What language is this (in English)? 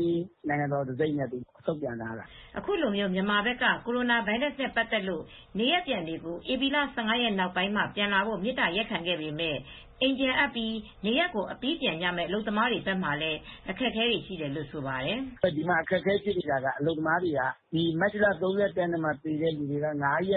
Burmese